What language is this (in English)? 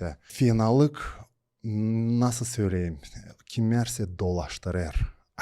Gagauz